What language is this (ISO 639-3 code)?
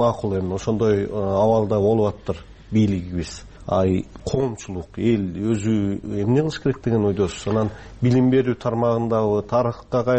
kir